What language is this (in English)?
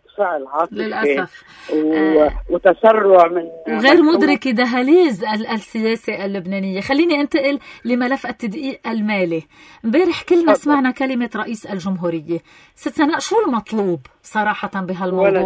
North Levantine Arabic